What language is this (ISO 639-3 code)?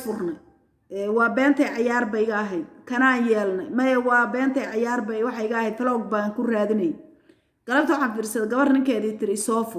som